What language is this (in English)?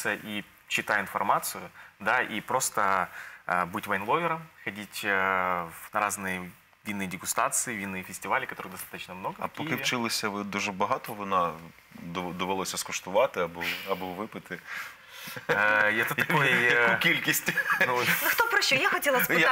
Ukrainian